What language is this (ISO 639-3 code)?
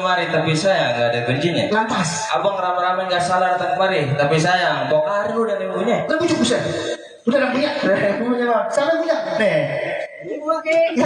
bew